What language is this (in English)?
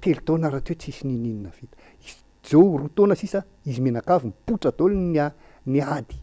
Malagasy